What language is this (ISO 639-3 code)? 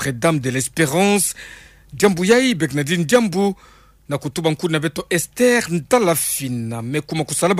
ktu